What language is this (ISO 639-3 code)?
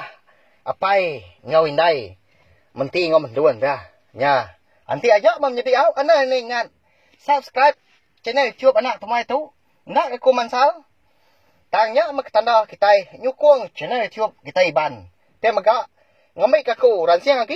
iba